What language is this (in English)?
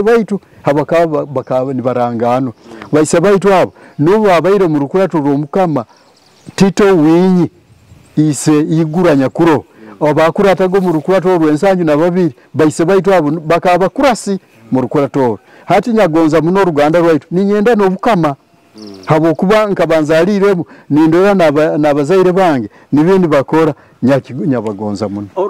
Nyoro